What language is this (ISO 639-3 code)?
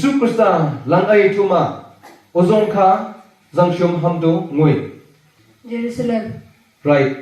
nnp